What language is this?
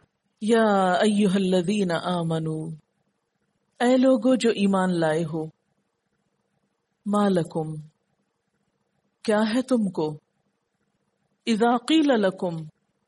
Urdu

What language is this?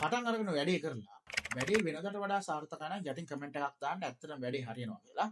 Sinhala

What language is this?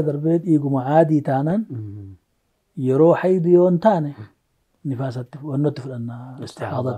Oromo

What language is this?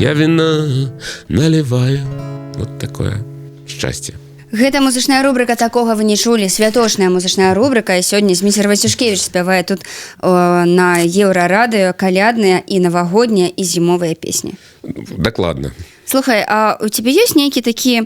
Belarusian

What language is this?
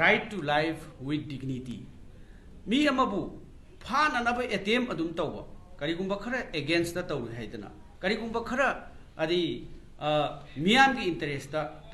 Manipuri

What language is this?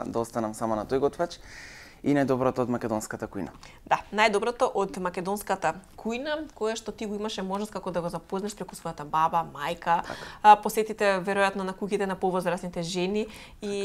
Macedonian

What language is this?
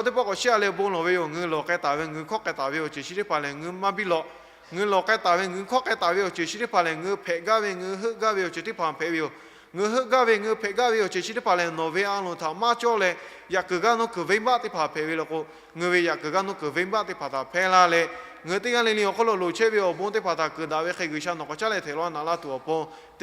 Lahu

